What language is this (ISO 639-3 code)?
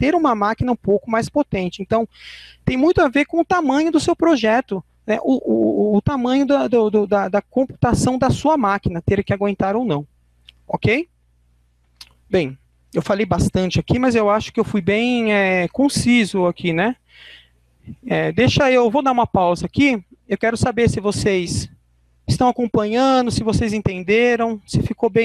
por